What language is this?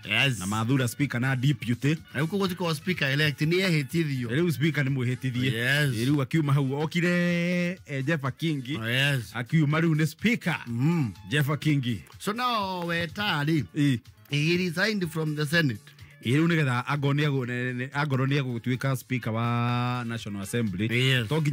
Kikuyu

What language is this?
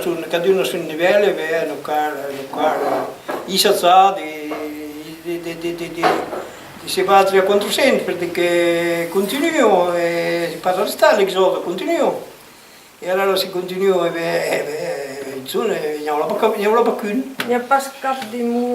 Occitan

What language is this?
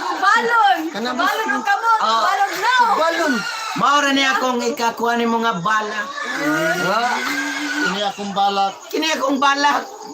Cebuano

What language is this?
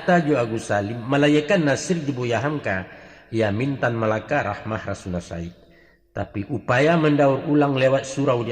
Minangkabau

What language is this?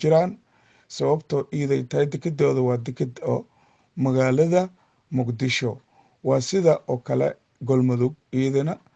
Somali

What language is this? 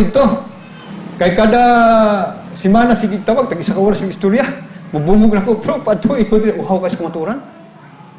Cebuano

